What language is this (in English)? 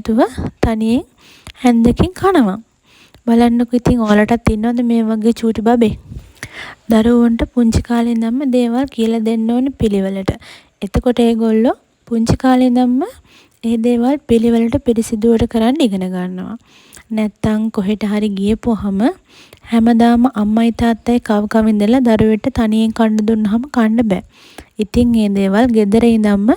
Sinhala